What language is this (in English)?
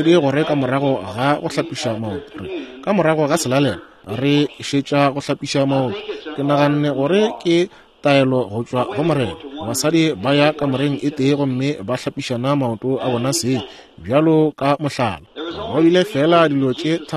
Northern Sotho